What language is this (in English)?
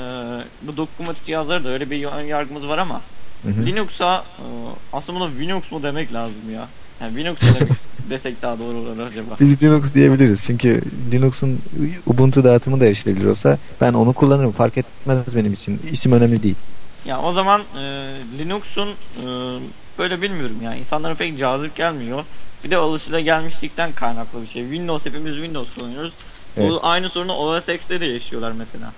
Turkish